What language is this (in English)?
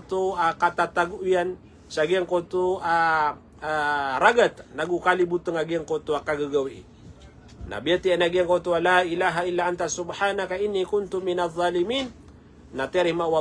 Maranao